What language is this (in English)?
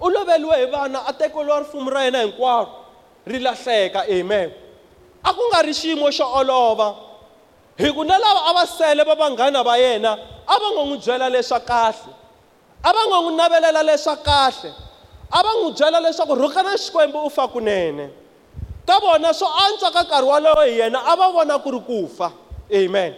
Tsonga